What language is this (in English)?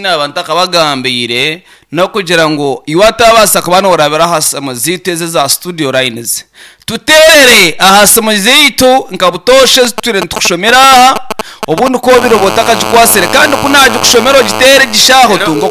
Nyankole